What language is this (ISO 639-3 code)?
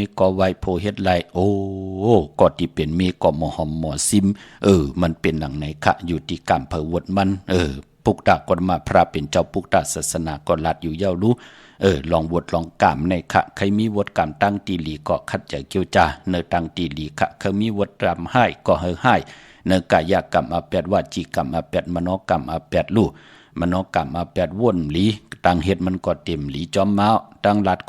shn